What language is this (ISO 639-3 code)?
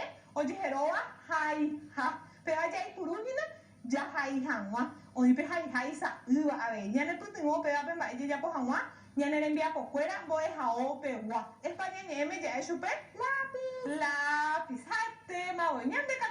grn